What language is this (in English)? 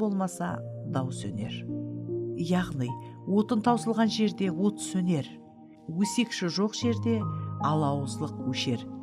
Kara-Kalpak